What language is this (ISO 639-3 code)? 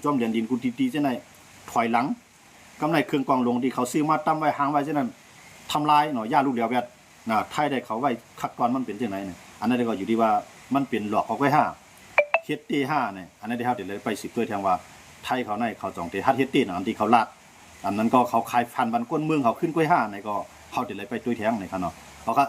shn